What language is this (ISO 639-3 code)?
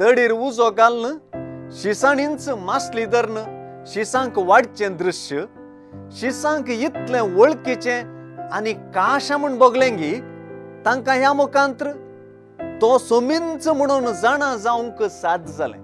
kok